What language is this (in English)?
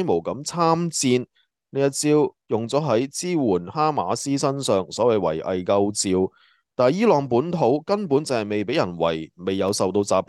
Cantonese